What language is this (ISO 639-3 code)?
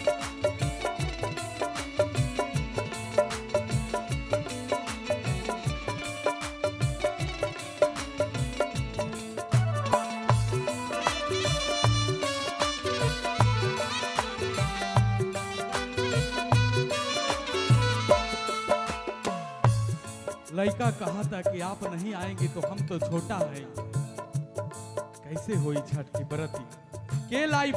bho